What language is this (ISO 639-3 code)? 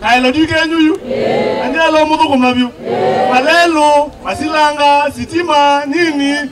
kam